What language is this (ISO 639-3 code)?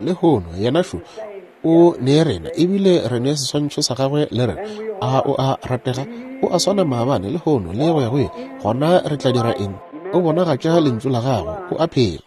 nso